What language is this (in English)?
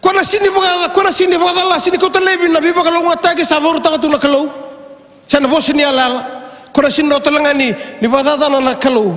Fijian